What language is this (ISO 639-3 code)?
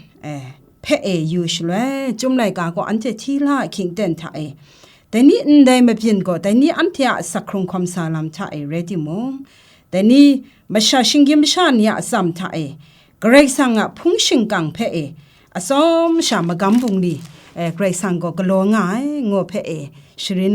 kac